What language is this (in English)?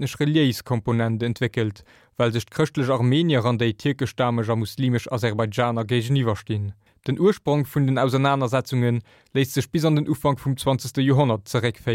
Luxembourgish